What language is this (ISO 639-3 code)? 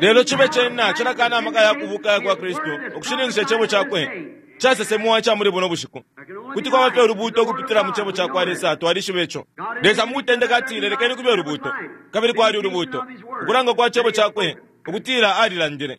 bem